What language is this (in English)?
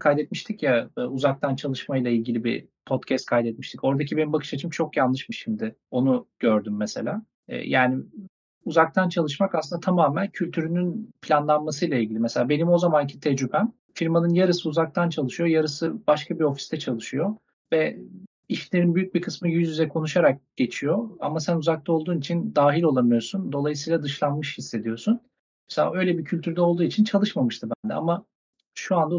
Turkish